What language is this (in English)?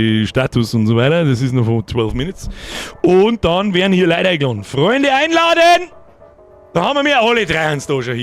Bavarian